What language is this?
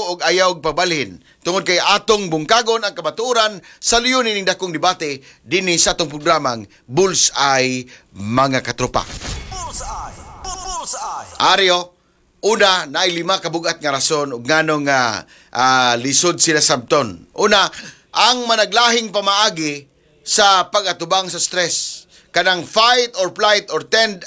Cebuano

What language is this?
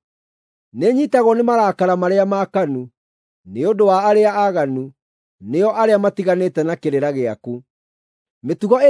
Kikuyu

